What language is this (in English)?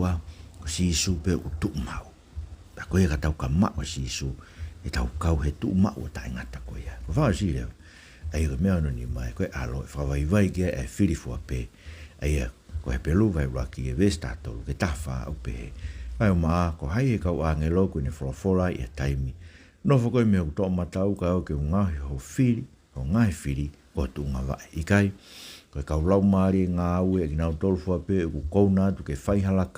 Tongan